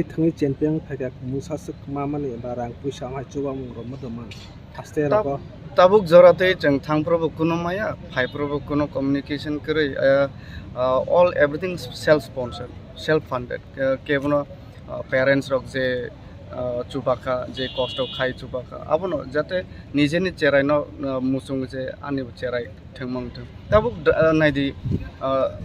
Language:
Kok Borok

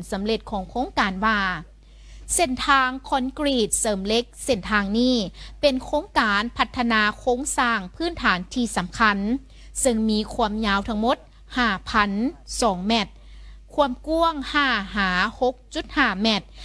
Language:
Lao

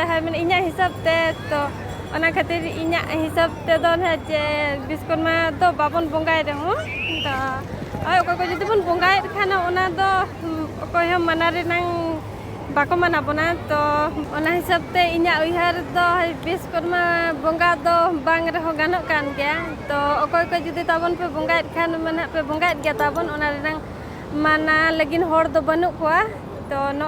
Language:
Santali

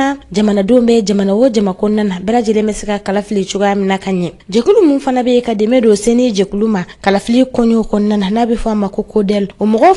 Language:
Bambara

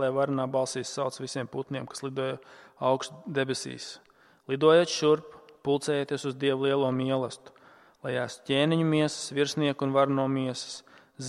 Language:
Latvian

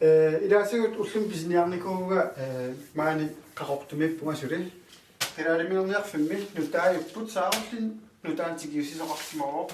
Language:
Kalaallisut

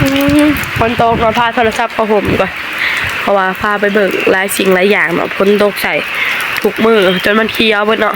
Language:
Northeastern Thai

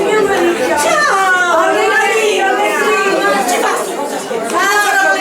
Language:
Sicilian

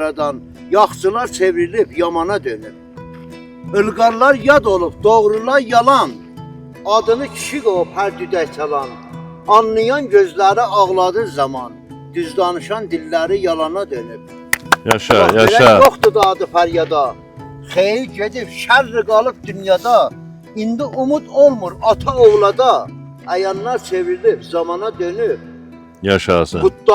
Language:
South Azerbaijani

